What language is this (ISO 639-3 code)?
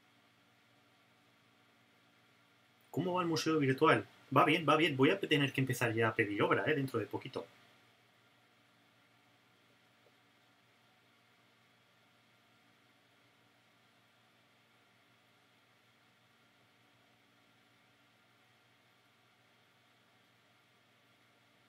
spa